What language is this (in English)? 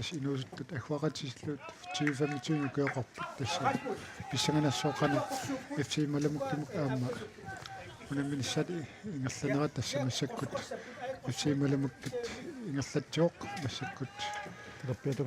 Kalaallisut